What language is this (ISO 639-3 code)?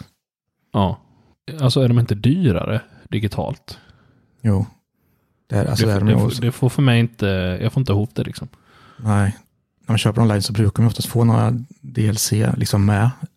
swe